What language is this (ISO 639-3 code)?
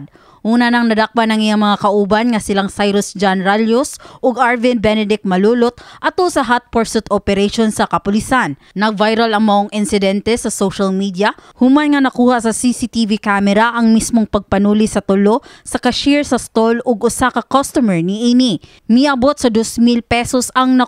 ceb